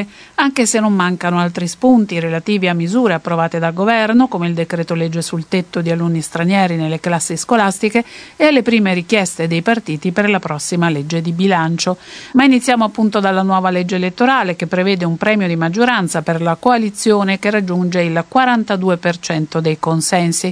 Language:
Italian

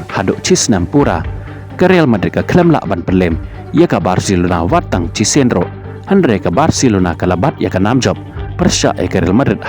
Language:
Khasi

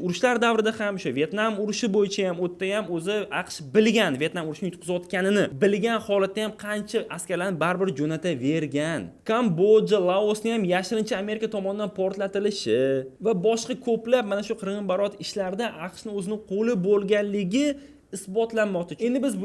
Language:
Uzbek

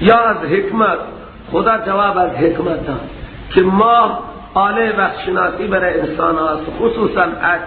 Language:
Persian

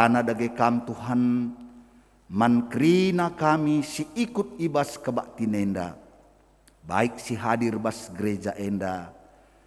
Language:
Batak Karo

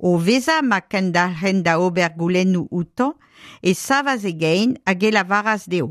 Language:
Breton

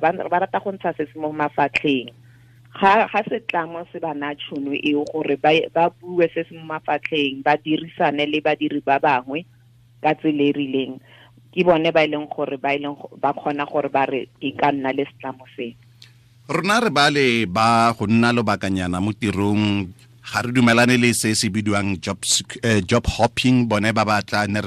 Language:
Tswana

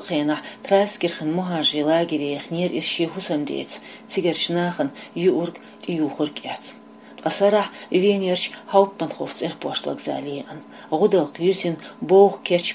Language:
Chechen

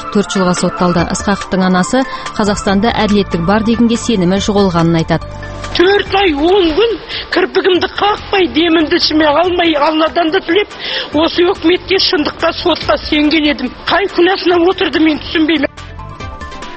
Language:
Kazakh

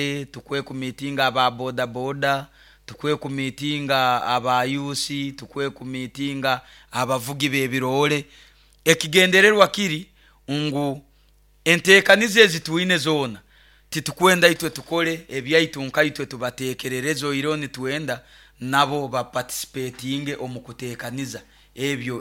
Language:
Nyoro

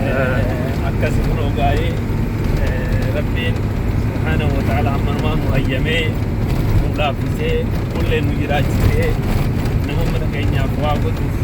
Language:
Oromo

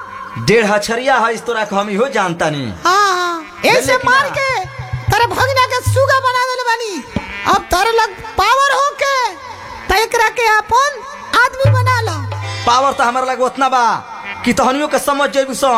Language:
Bhojpuri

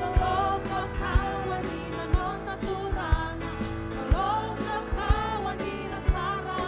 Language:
Fijian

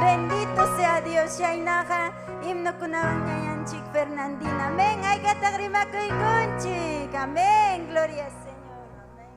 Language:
Ayacucho Quechua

